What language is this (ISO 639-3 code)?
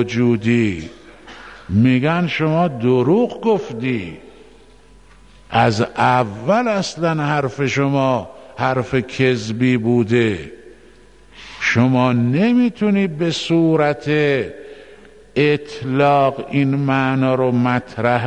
fas